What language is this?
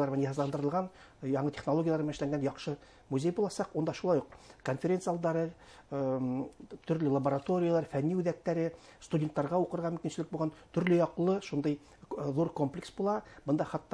Bashkir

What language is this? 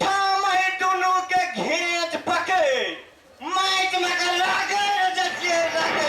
Maithili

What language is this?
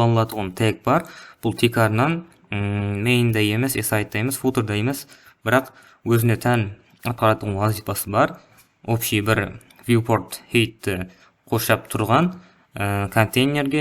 Kara-Kalpak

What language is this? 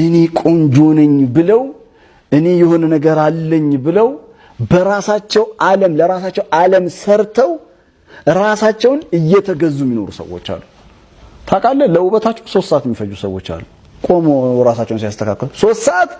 Amharic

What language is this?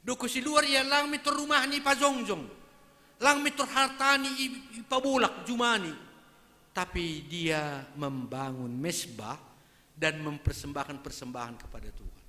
Batak Simalungun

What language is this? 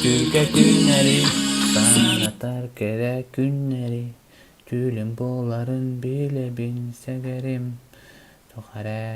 Yakut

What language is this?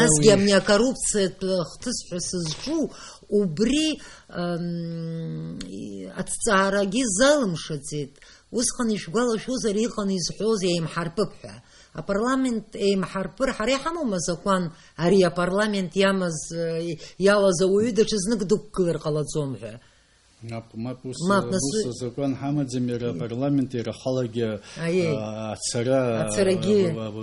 Abkhazian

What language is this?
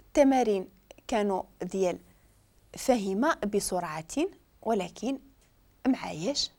Moroccan Arabic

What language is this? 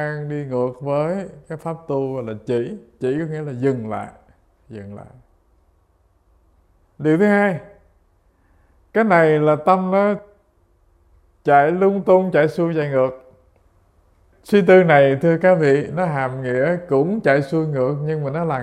Vietnamese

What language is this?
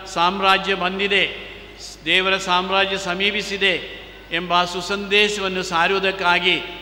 Kannada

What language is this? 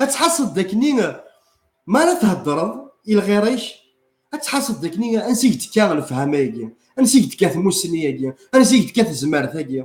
Kabyle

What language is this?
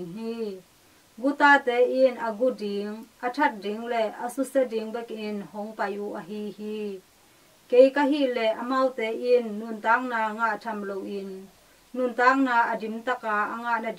Tedim Chin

